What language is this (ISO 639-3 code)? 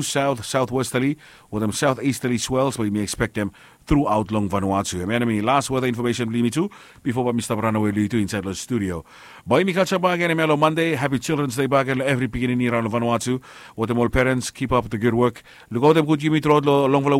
bis